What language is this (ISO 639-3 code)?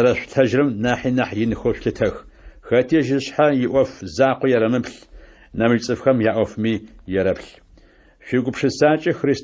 ady